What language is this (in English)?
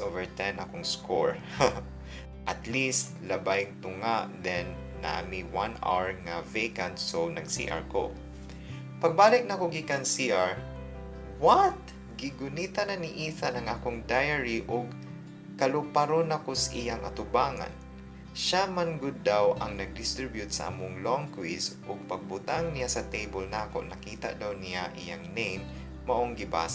Cebuano